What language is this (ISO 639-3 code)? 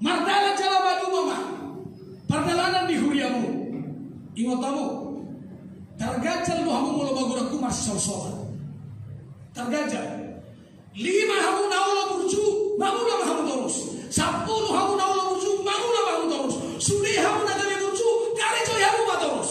bbc